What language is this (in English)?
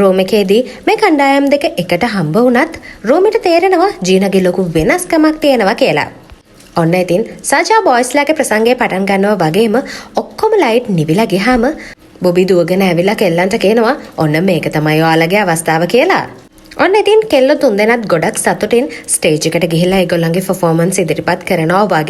Sinhala